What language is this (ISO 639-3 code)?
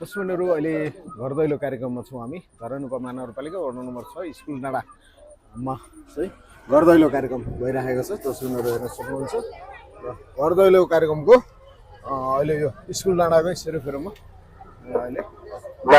nep